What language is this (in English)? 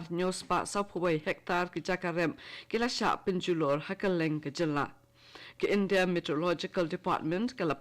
Khasi